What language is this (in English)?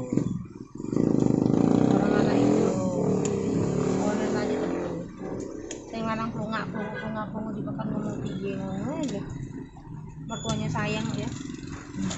Indonesian